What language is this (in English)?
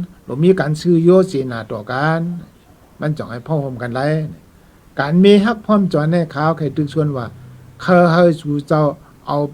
Shan